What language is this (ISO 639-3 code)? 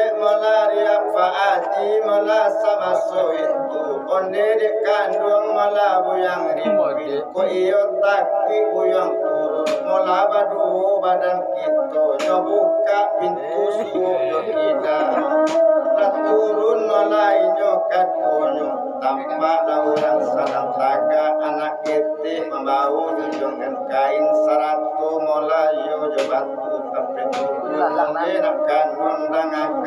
min